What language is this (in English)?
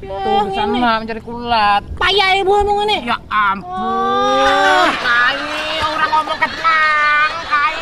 Banjar